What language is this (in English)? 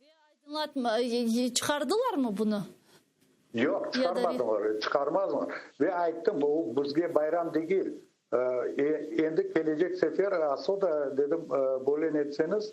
Crimean Tatar